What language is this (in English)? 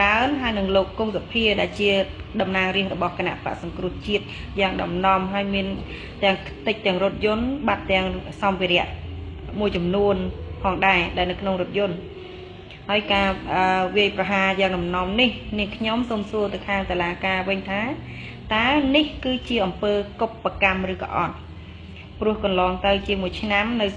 Khmer